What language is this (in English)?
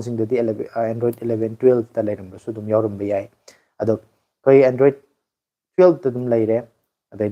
Manipuri